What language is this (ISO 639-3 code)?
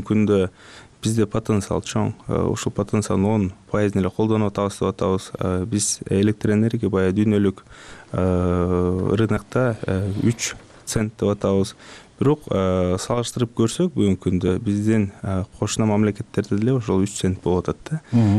kir